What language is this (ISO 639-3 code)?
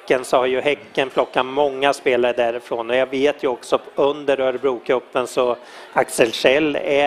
swe